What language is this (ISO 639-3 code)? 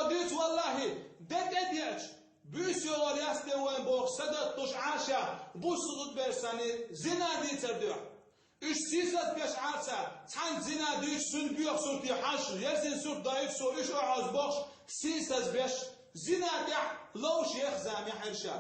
che